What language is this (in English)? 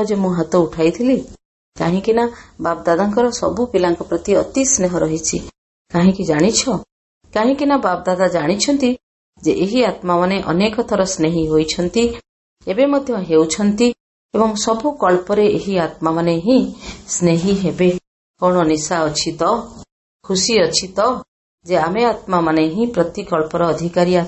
Odia